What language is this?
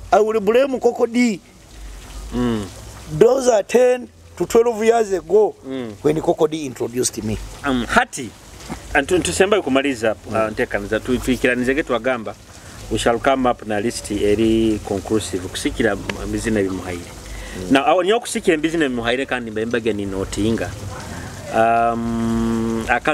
Nyoro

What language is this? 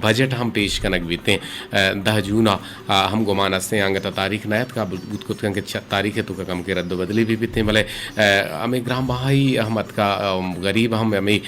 Eastern Balochi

